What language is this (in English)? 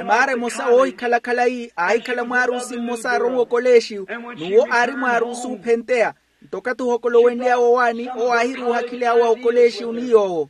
Makhuwa